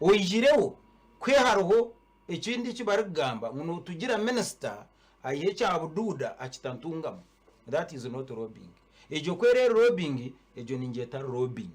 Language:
Nyankole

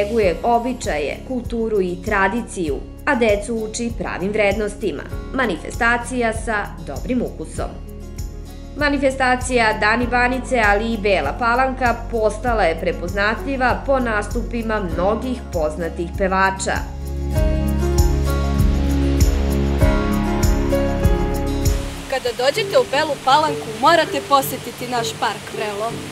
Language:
Serbian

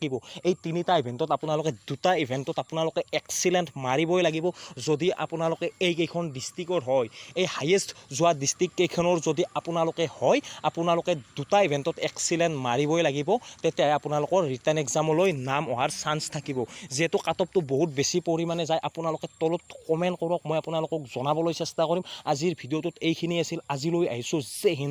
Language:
Assamese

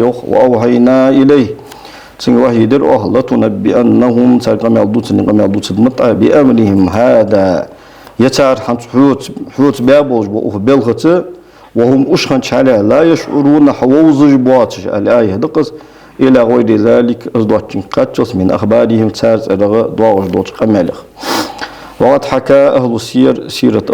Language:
Ingush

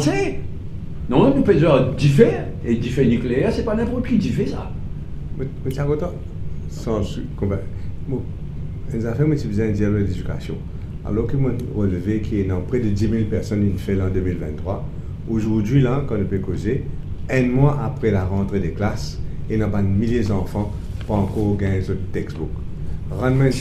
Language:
Morisyen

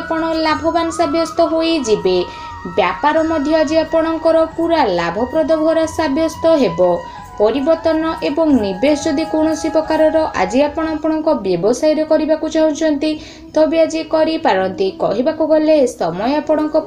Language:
Odia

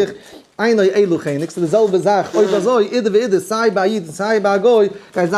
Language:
Yiddish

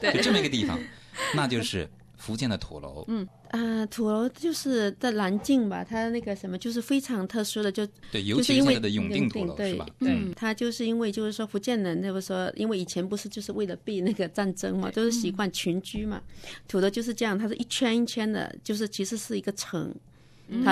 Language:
Chinese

